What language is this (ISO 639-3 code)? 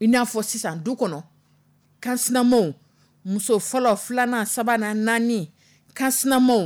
dyu